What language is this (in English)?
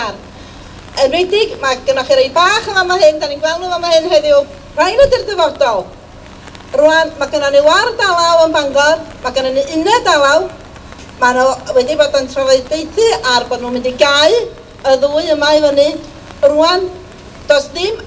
Welsh